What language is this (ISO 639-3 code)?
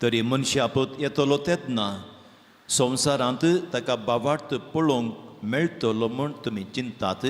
kok